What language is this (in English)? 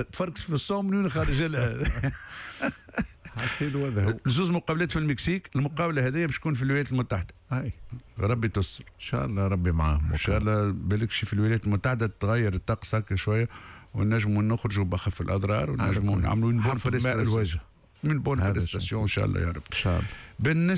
Tunisian Arabic